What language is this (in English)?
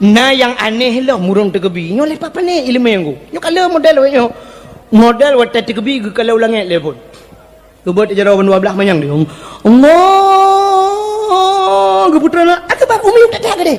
Achinese